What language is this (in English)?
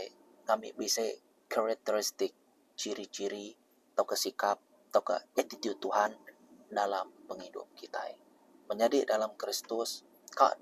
Iban